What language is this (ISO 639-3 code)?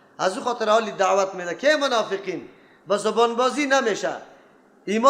fas